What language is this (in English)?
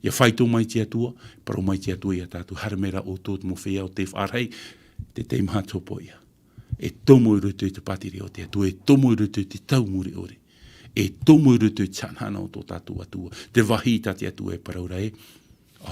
Tahitian